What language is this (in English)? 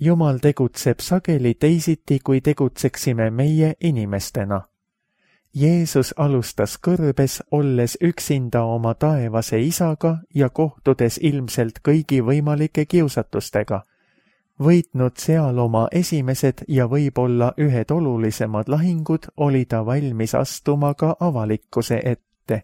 Estonian